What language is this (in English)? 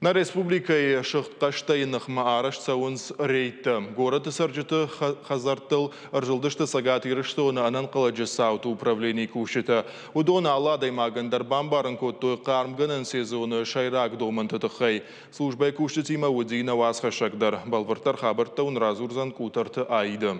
Ossetic